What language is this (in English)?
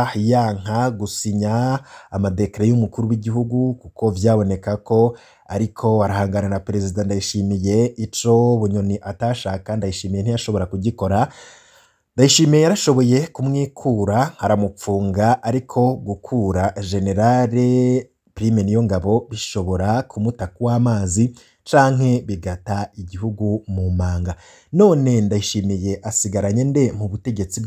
Rundi